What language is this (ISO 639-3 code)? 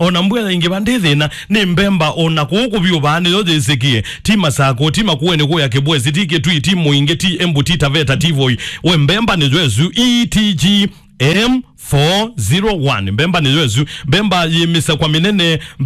kam